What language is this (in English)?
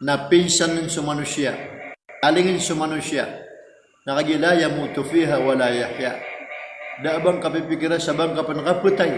Maranao